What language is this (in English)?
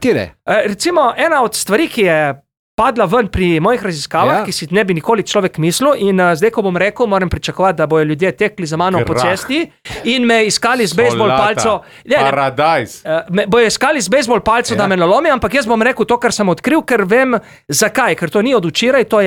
Slovenian